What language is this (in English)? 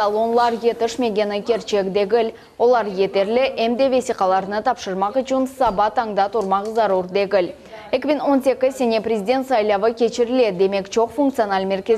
Crimean Tatar